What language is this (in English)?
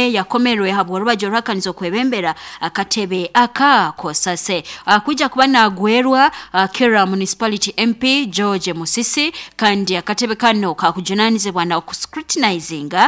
Nyankole